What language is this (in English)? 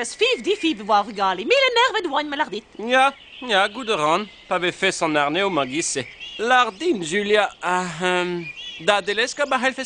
Breton